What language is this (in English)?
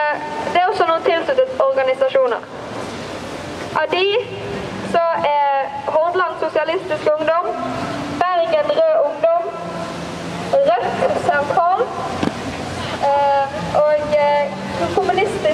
Norwegian